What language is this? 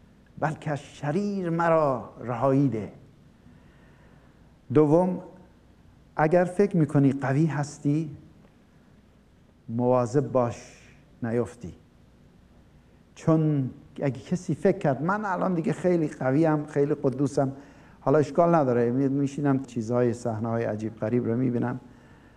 Persian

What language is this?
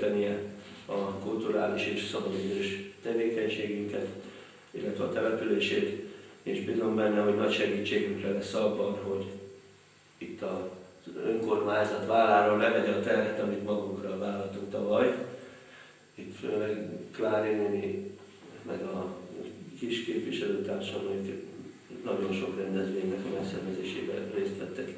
Hungarian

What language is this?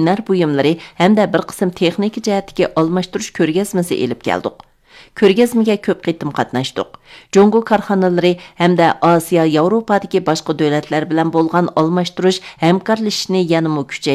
Uyghur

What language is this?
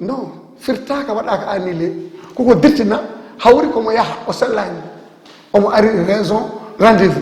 Fula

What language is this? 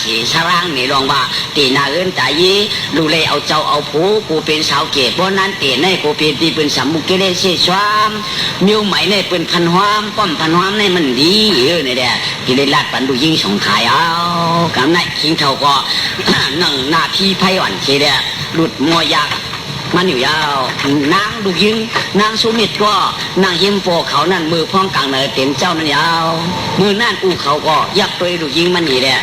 Shan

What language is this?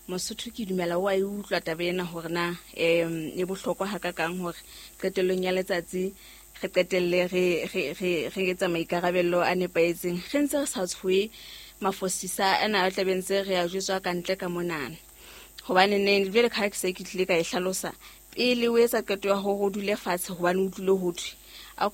Southern Sotho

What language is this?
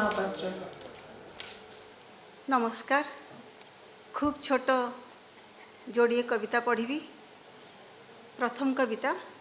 Odia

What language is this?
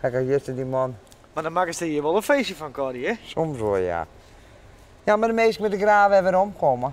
Western Frisian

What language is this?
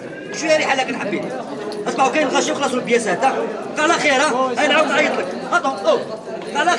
Algerian Arabic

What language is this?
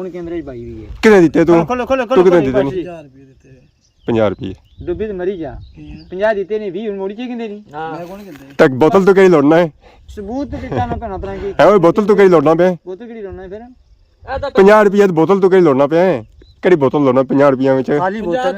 Pahari-Potwari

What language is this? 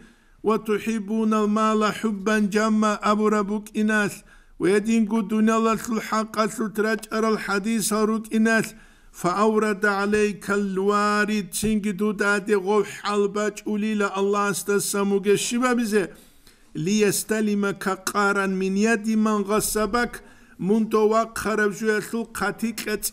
Avaric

